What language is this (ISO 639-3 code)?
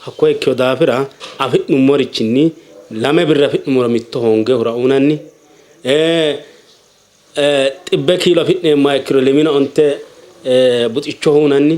sid